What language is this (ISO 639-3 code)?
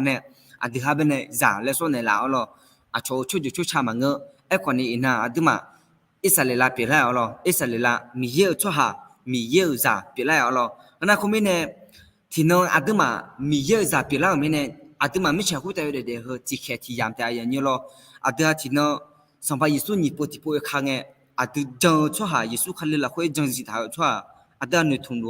ahk